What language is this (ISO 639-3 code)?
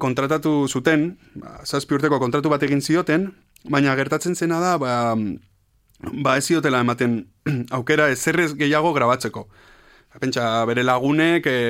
eus